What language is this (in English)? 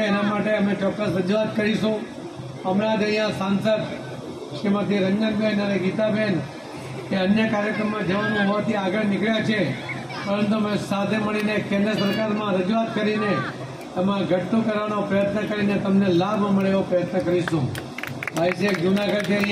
Gujarati